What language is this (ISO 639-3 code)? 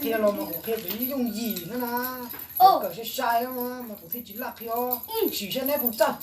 hmn